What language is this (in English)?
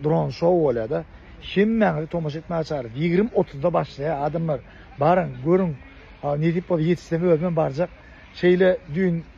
Turkmen